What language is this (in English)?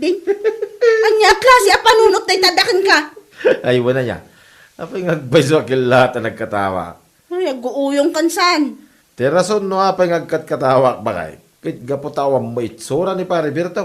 Iloko